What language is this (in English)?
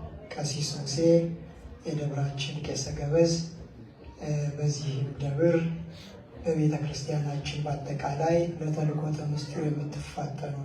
Amharic